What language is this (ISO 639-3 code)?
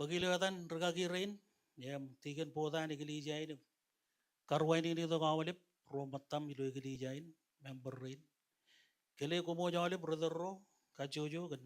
mah